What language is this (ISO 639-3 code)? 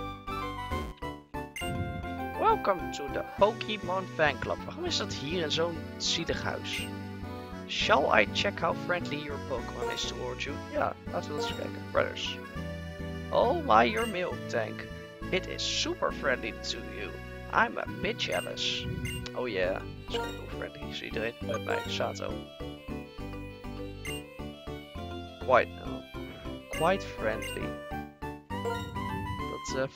nld